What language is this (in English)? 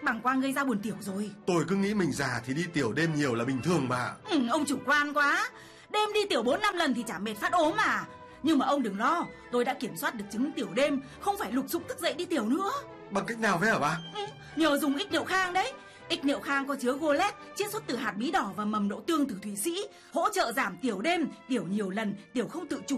Vietnamese